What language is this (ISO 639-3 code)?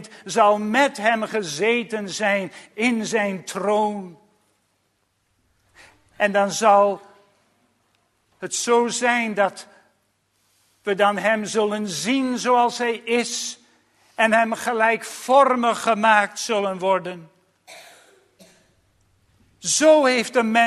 nld